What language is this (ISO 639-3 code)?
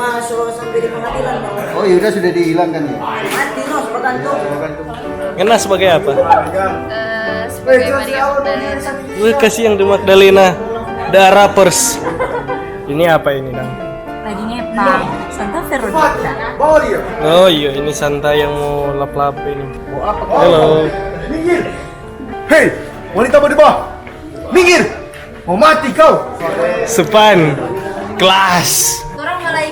xmm